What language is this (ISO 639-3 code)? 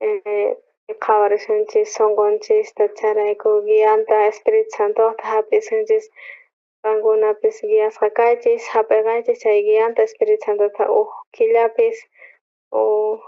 quh